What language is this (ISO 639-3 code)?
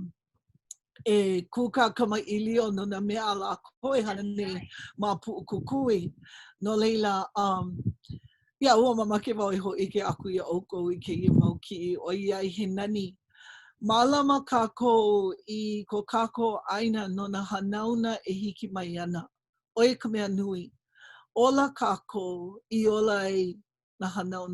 haw